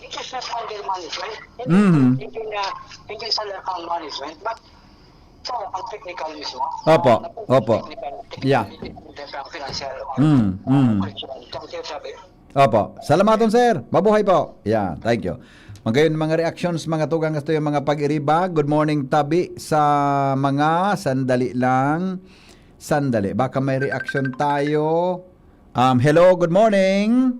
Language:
Bikol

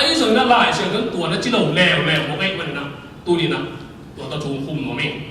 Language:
Tedim Chin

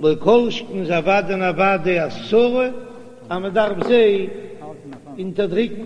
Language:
Yiddish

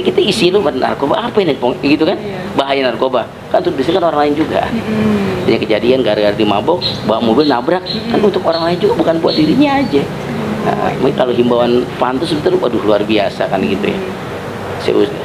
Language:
Betawi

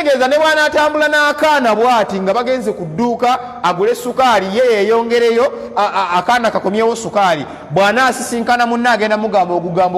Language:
Ganda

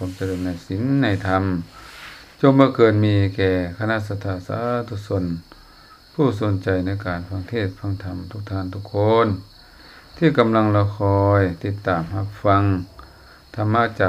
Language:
Lao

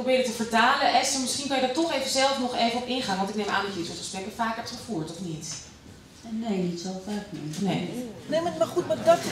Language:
Dutch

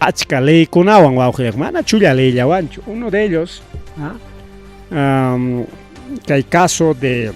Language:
Ayacucho Quechua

